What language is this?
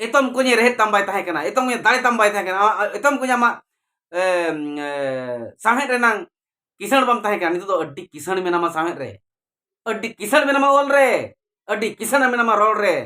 Santali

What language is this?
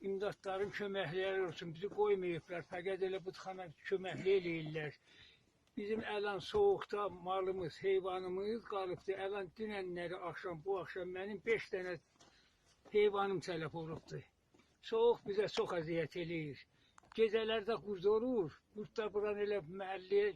South Azerbaijani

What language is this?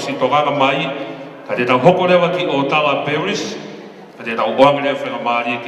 Tongan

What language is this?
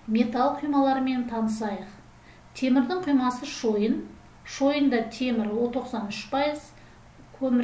Kazakh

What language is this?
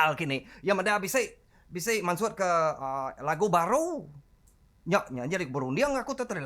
Iban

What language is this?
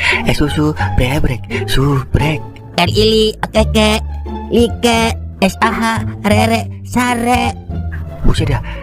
Betawi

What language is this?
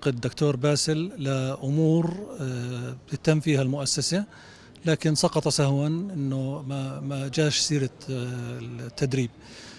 North Levantine Arabic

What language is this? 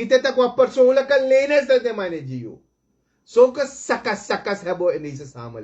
Sranan Tongo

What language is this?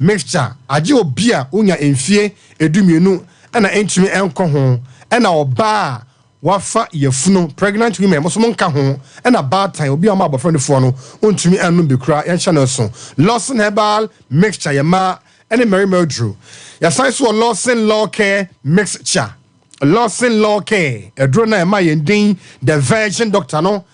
Akan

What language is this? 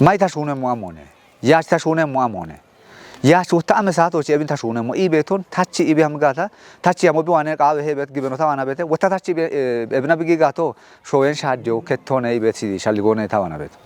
Kafa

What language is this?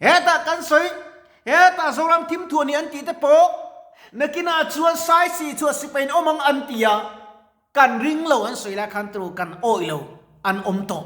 Mizo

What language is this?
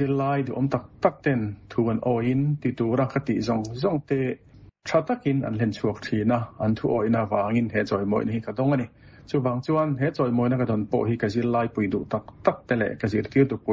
Mizo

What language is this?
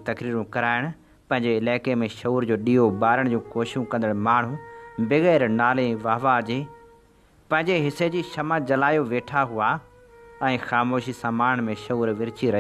Sindhi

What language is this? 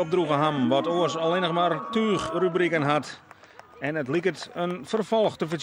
Western Frisian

